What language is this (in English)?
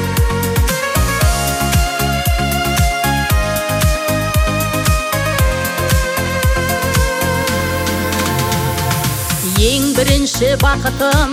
Kazakh